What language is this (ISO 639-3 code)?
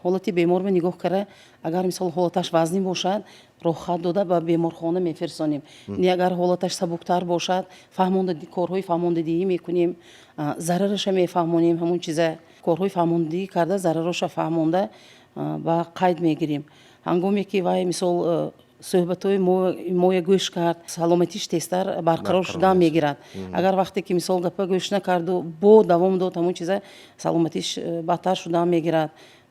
tgk